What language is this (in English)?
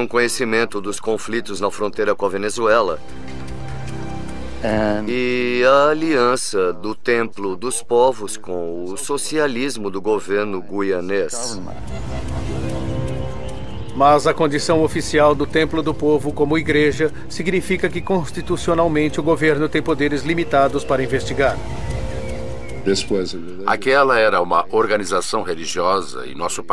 Portuguese